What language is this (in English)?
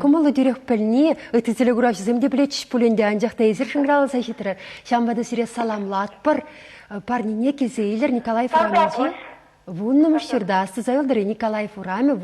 Chuvash